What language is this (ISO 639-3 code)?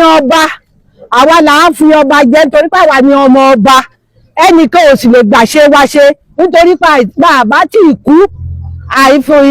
yor